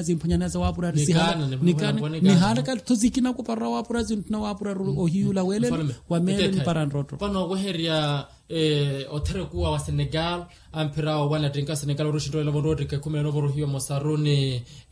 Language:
Swahili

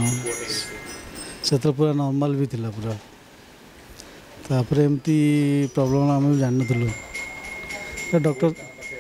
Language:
Odia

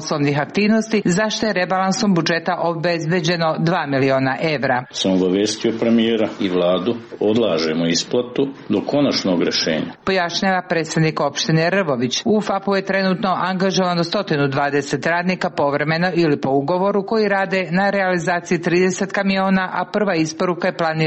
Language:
Serbian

